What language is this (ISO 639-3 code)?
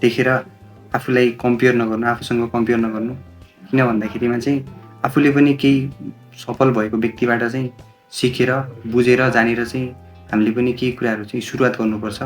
nep